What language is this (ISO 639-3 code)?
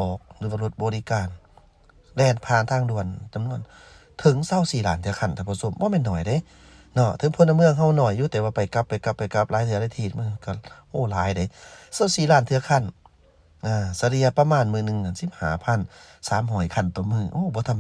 lao